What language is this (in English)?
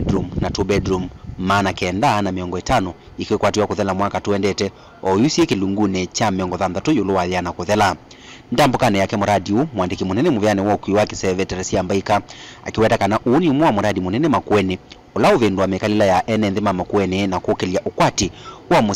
Kamba